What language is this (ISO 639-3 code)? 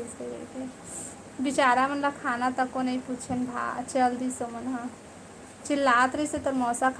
hne